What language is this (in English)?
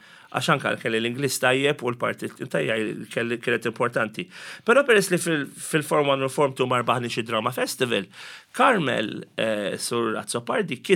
Maltese